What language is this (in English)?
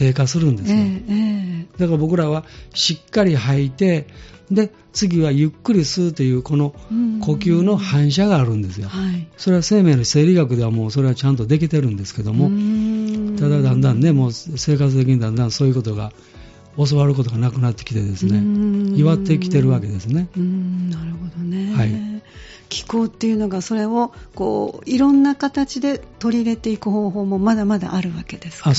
Japanese